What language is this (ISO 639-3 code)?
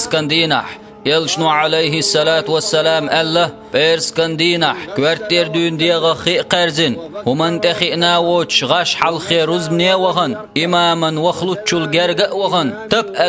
che